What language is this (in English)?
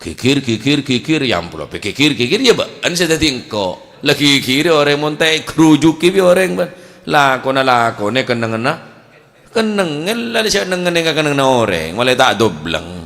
Madurese